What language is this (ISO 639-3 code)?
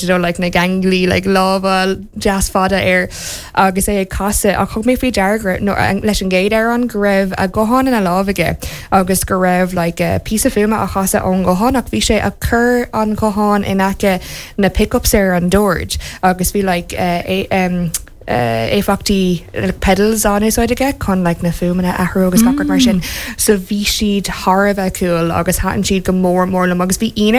gle